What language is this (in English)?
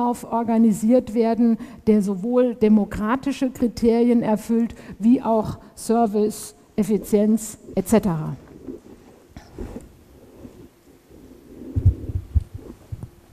German